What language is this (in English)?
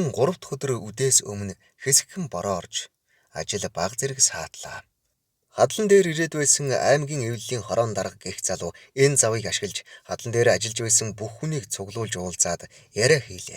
Mongolian